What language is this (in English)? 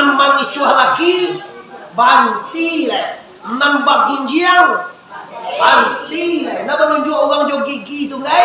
Minangkabau